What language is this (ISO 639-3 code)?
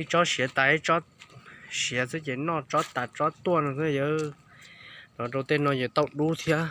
hmn